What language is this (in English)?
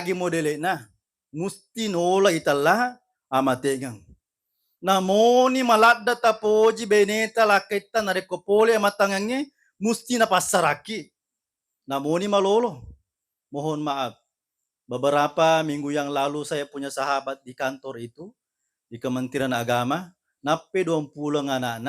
Buginese